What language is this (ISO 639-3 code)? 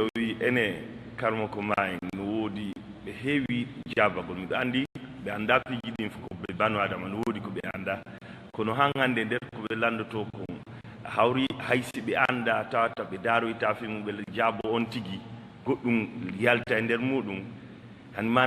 ful